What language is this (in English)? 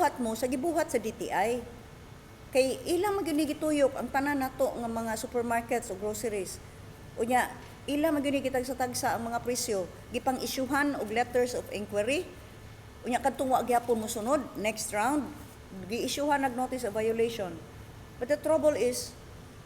Cebuano